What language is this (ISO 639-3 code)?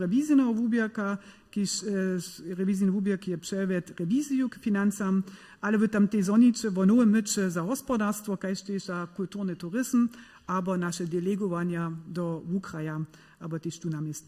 hsb